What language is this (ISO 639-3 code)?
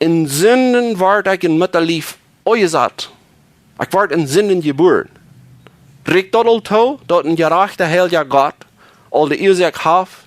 pdt